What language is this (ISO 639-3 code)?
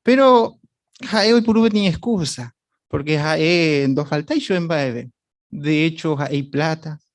grn